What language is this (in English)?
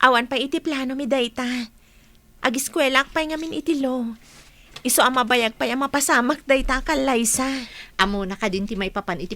Iloko